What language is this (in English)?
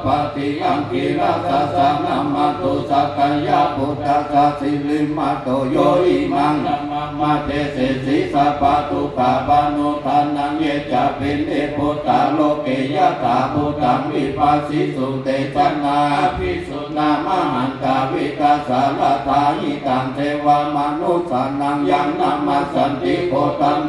Pali